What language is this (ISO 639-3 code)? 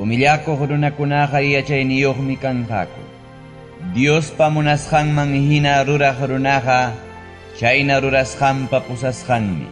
quy